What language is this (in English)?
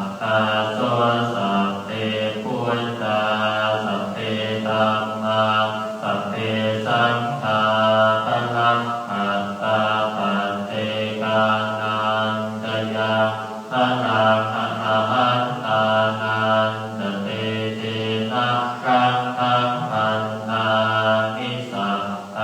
Pali